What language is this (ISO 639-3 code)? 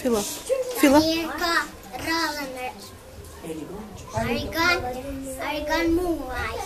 sqi